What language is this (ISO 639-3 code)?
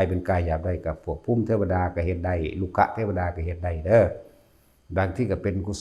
lao